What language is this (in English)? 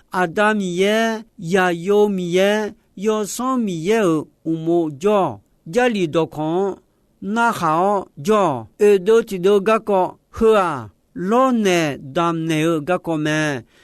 Akha